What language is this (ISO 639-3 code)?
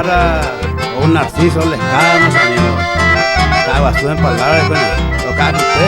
grn